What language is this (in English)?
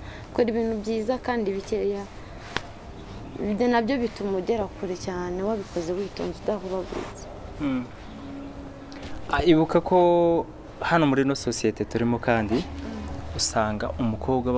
Kinyarwanda